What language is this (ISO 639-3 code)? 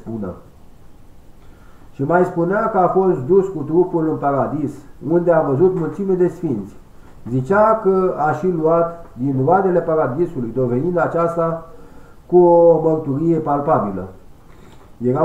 ron